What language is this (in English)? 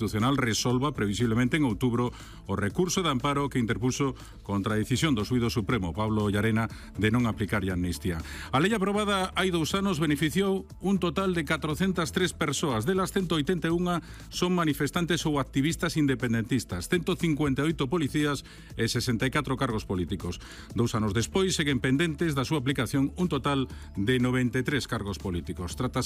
Galician